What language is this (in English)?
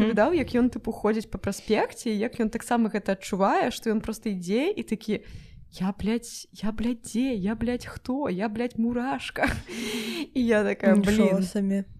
Belarusian